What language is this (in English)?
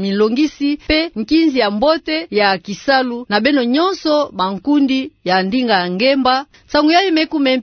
Kituba (Democratic Republic of Congo)